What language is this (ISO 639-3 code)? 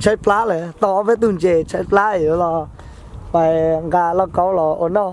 hmn